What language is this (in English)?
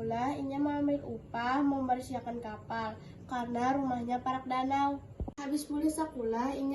Banjar